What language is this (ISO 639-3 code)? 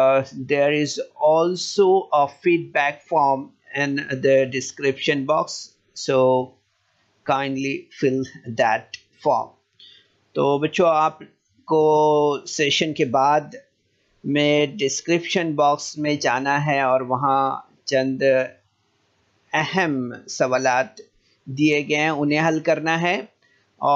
urd